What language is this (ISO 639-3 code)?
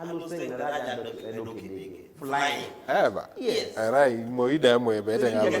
teo